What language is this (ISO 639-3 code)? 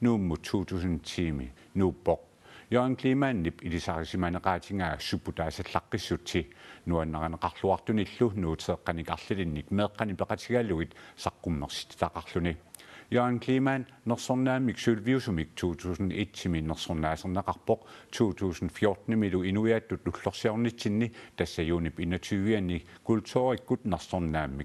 kal